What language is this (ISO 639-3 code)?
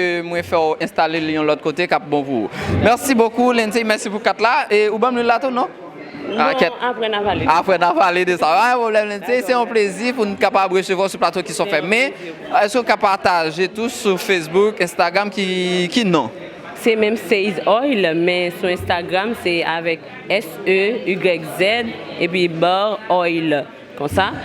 hat